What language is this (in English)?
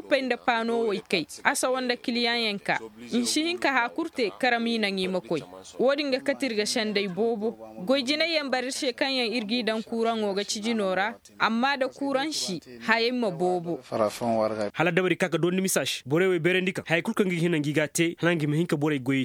Koyraboro Senni